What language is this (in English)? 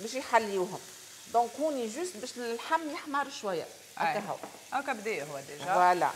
Tunisian Arabic